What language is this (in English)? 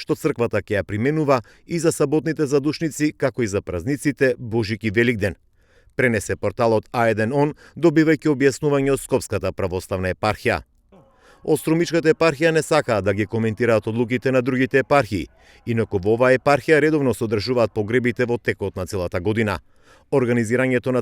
Macedonian